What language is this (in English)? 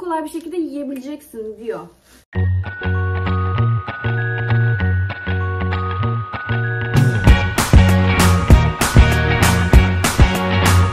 Turkish